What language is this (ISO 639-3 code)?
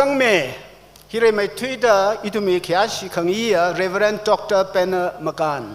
nmf